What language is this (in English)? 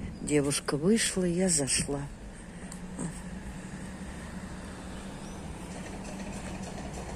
Russian